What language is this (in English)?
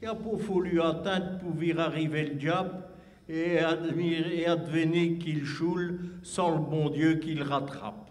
Picard